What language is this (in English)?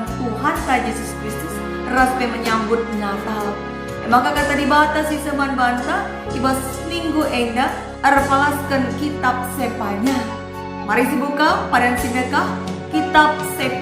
Batak Karo